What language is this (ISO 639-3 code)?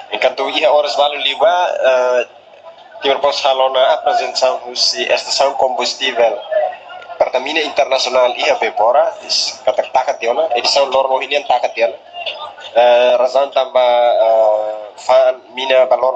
tet